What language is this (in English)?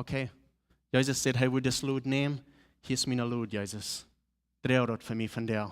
Plautdietsch